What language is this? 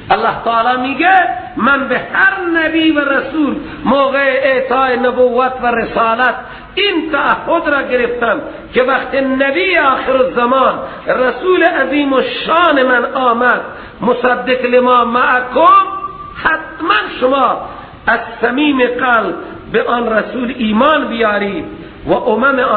Persian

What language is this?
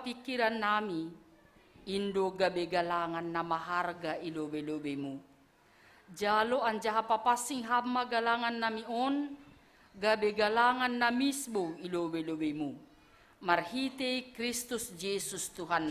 Batak Simalungun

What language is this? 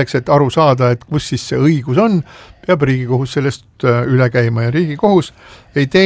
Estonian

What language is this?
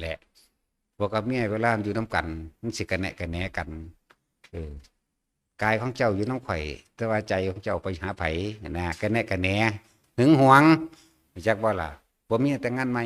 Northeastern Thai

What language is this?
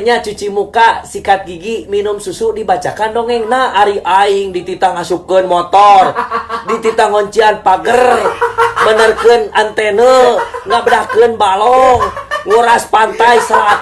Sundanese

